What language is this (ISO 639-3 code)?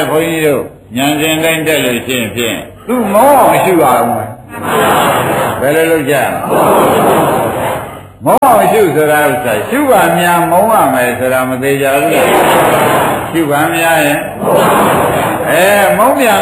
mya